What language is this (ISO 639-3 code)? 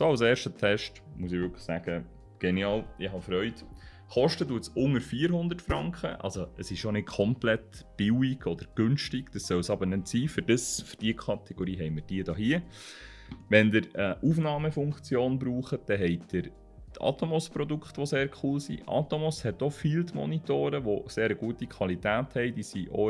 gsw